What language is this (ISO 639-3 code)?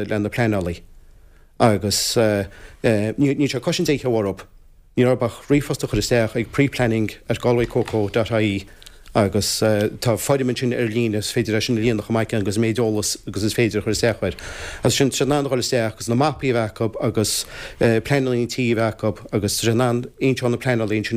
gle